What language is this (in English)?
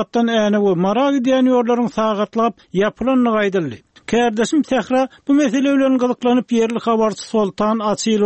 Turkmen